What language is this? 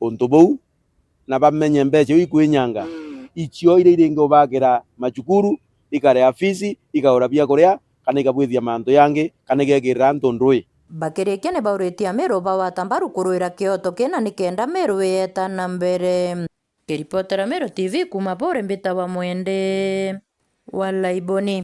Meru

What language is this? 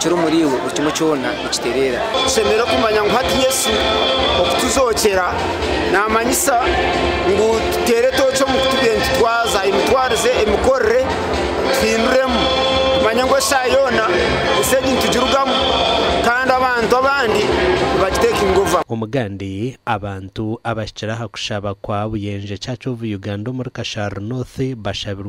Nyankole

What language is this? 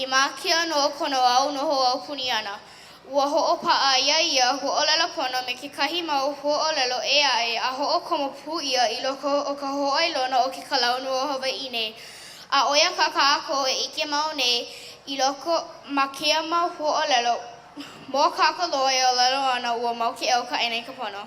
Hawaiian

